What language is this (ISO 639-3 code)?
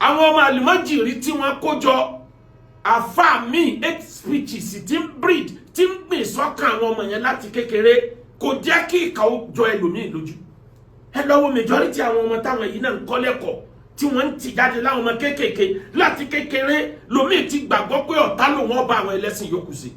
yor